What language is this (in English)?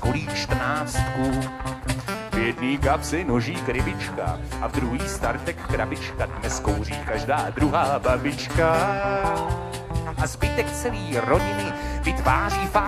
Czech